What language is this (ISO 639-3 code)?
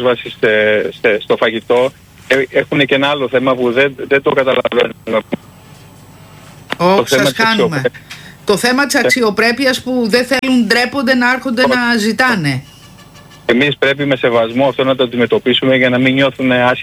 ell